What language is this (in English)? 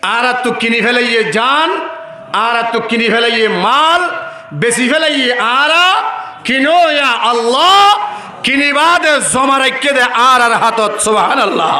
Rohingya